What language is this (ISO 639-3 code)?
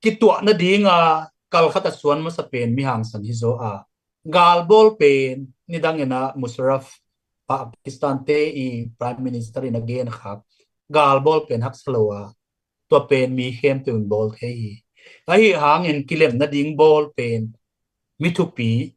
ctd